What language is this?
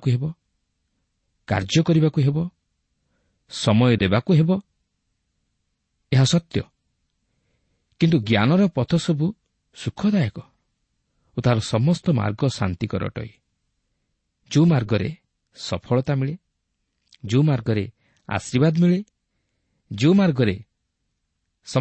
Odia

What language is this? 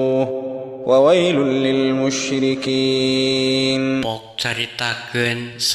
Sundanese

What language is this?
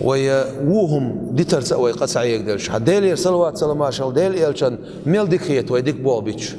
Chechen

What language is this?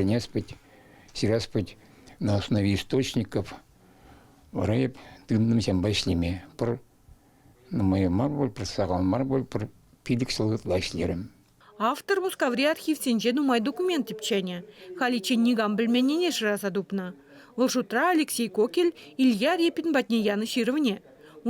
Chuvash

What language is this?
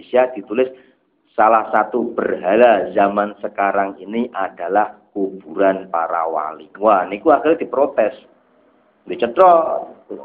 Javanese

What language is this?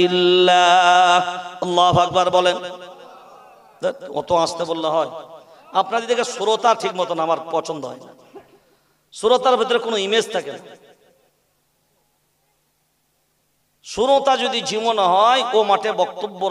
Bangla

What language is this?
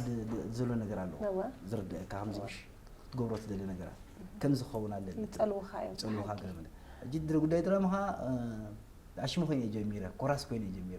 Tigrinya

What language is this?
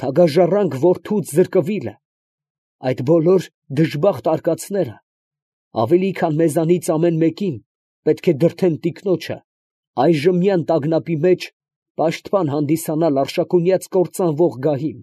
Armenian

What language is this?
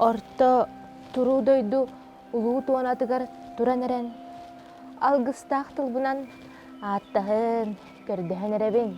Yakut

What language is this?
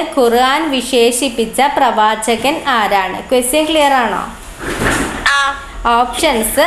Malayalam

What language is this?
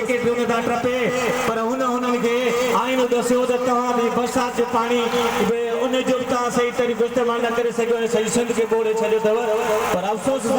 Sindhi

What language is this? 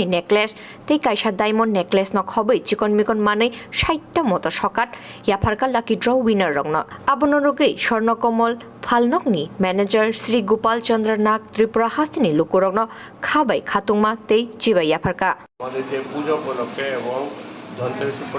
Kok Borok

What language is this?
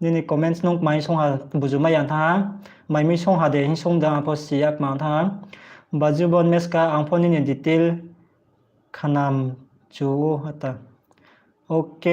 Riang (India)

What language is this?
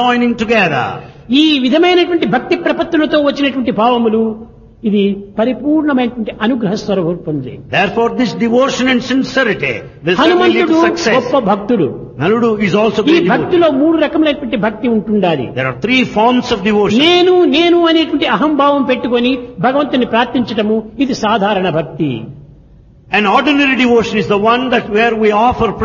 Telugu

